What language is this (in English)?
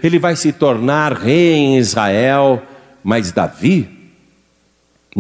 Portuguese